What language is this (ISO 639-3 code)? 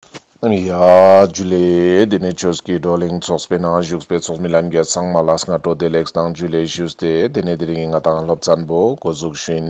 lbj